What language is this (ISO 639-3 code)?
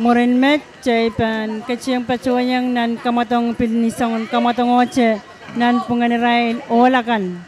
pon